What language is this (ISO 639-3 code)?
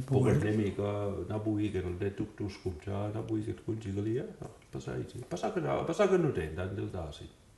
mic